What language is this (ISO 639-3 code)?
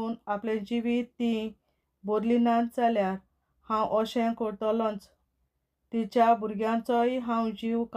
kok